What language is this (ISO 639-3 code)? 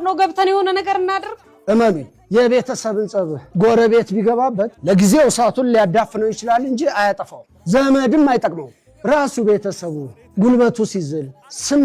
amh